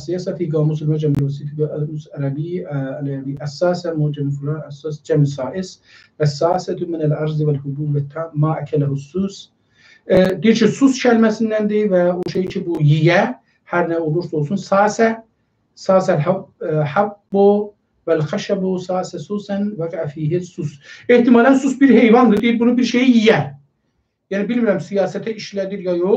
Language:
South Azerbaijani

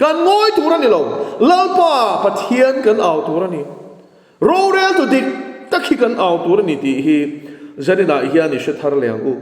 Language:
Mizo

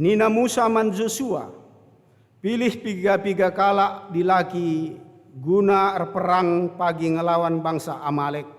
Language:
Batak Karo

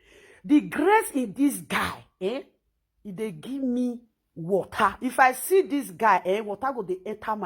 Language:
Nigerian Pidgin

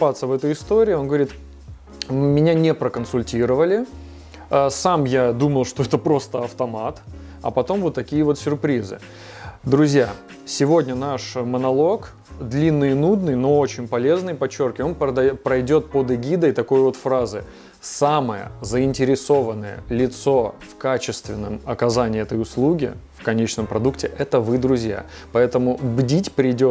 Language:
Russian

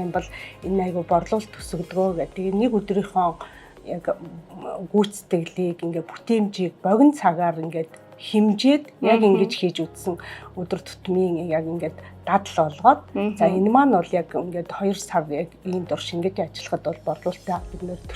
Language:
Mongolian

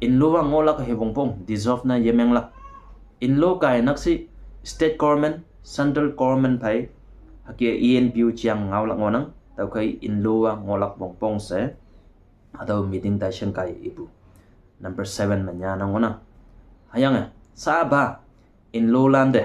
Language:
Konyak Naga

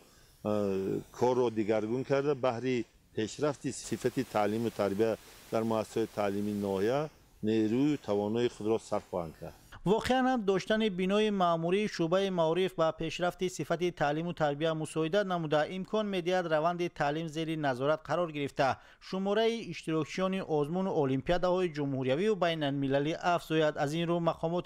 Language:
Tajik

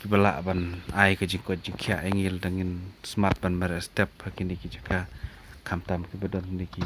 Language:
Khasi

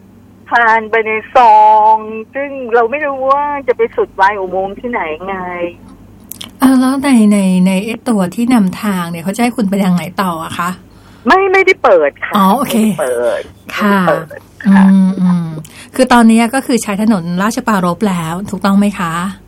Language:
Thai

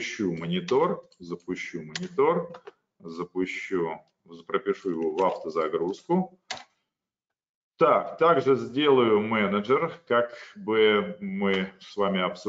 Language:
Russian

